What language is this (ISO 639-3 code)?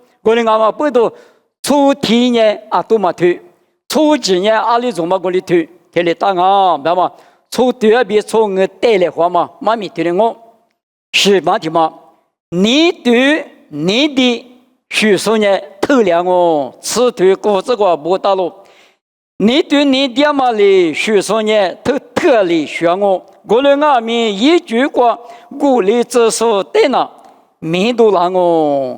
lis